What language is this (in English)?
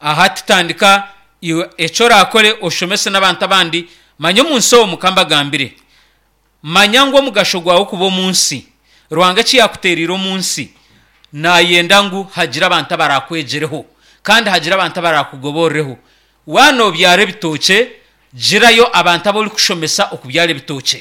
Nyankole